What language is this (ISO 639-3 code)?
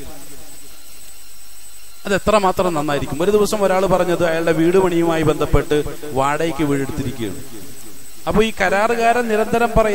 mal